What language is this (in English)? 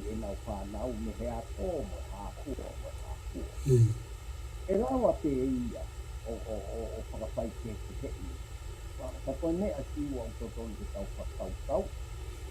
Tongan